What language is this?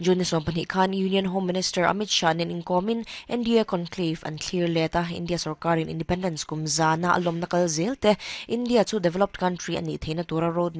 Mizo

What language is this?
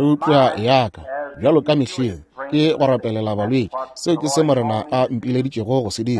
Northern Sotho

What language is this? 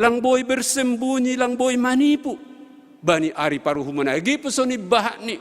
Batak Simalungun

